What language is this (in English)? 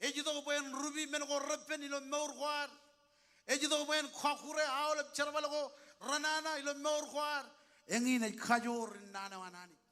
Marshallese